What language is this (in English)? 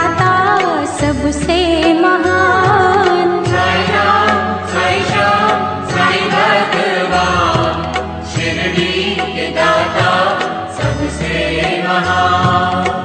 Hindi